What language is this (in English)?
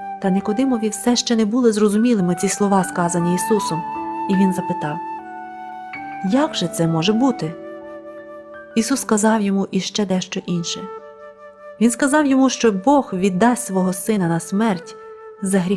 Ukrainian